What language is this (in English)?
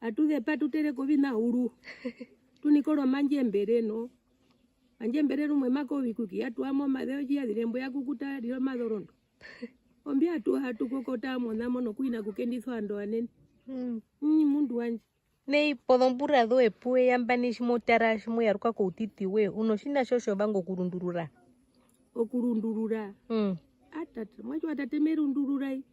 Herero